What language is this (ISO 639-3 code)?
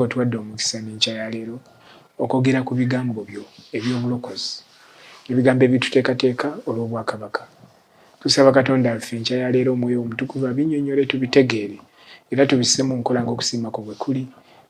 lug